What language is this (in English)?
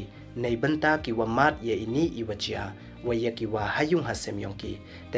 Pnar